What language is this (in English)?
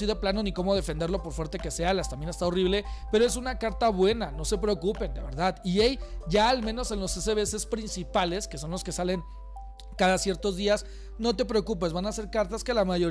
Spanish